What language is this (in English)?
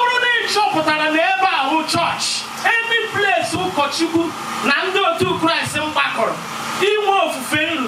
Igbo